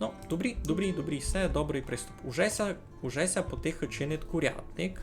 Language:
Rusyn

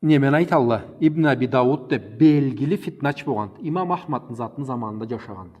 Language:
Karachay-Balkar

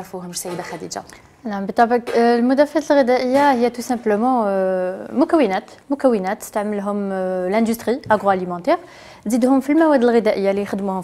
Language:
Algerian Arabic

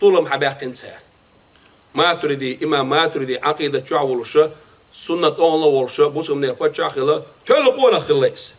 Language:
Chechen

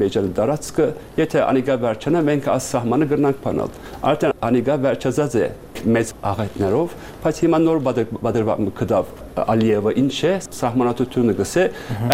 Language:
Armenian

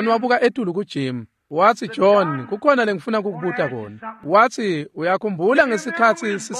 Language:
Swati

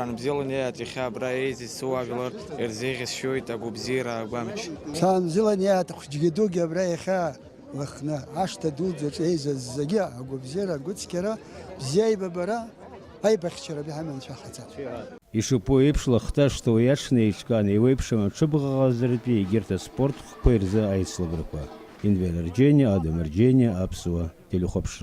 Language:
Abkhazian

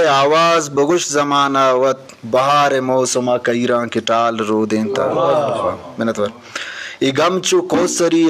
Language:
Eastern Balochi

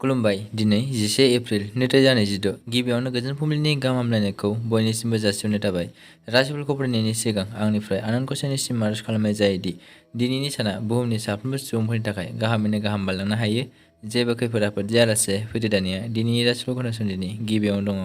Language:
Bodo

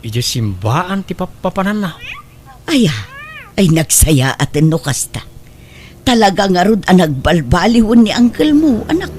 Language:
Iloko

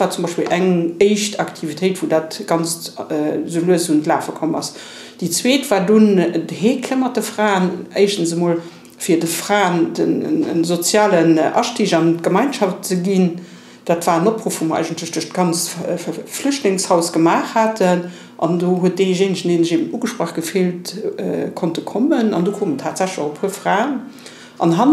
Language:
Luxembourgish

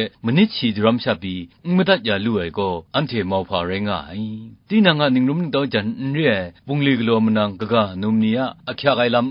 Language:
Kachin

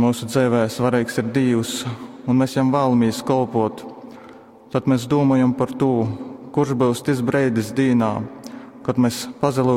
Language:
Latgalian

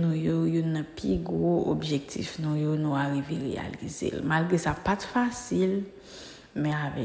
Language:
Haitian Creole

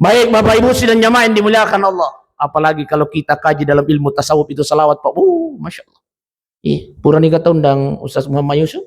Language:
Buginese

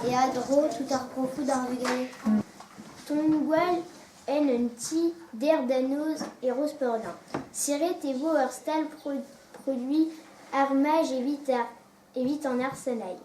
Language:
Breton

